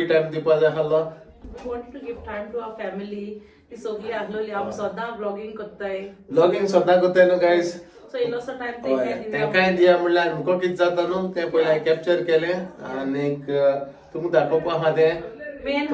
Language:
Konkani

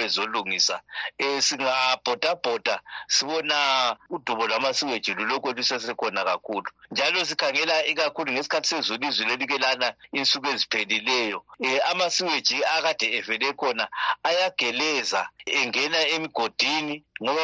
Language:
North Ndebele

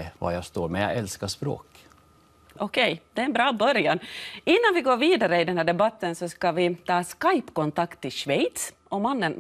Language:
Swedish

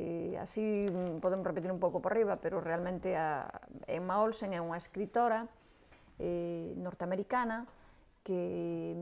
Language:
Galician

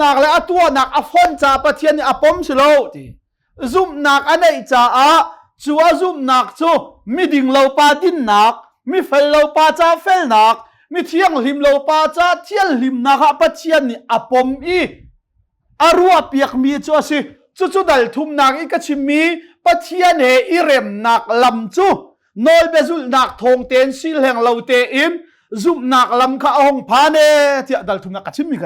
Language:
Hakha Chin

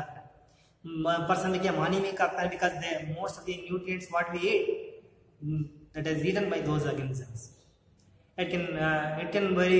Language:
Kannada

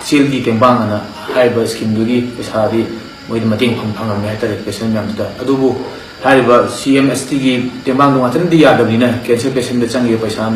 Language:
Manipuri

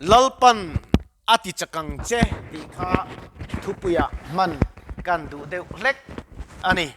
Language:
Mizo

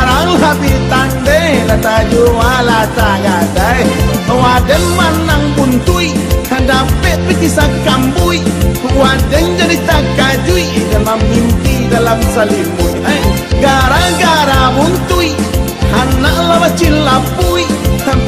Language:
Minangkabau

